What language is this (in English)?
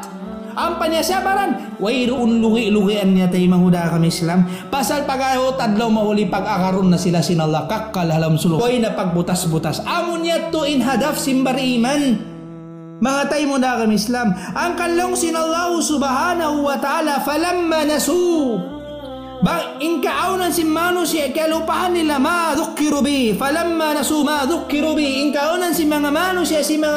Tausug